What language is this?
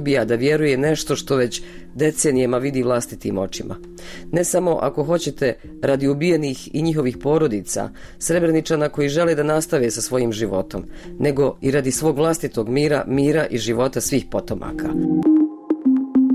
Bosnian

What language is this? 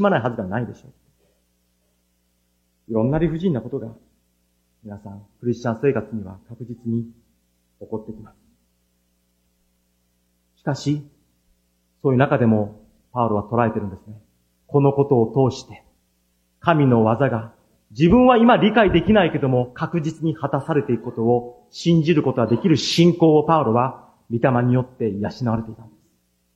Japanese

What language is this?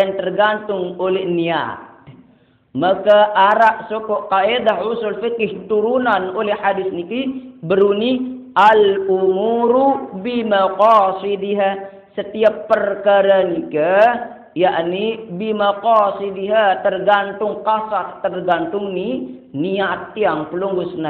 Sasak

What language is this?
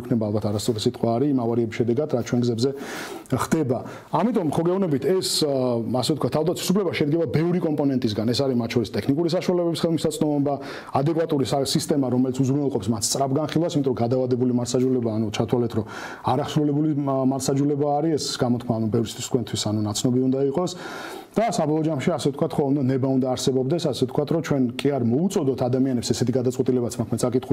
Georgian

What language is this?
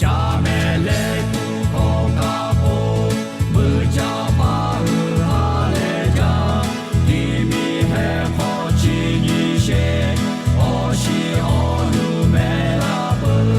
Lahu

